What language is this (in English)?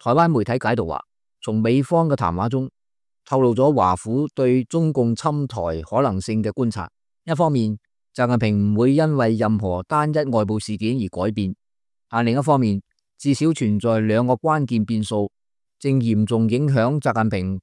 Cantonese